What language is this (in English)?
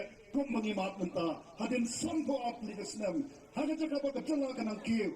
Khasi